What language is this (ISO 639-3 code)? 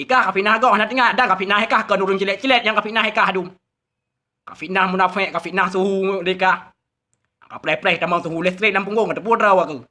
ace